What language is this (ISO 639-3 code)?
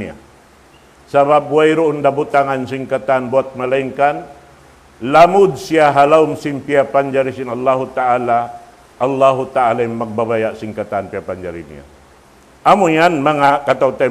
tsg